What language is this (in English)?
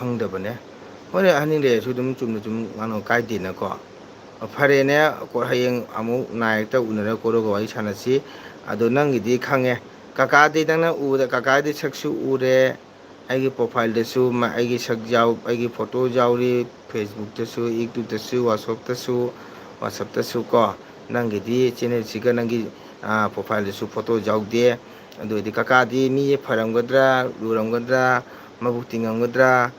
Manipuri